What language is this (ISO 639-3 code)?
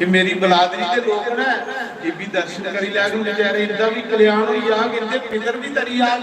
doi